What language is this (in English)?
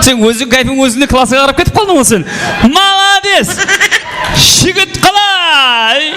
Kara-Kalpak